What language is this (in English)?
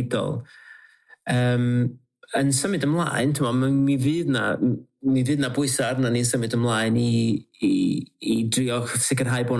Welsh